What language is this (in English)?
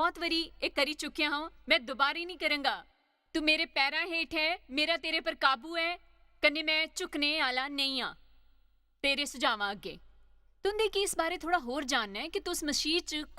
Dogri